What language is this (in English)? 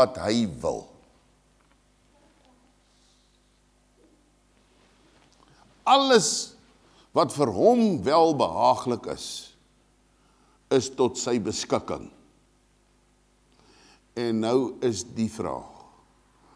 Afrikaans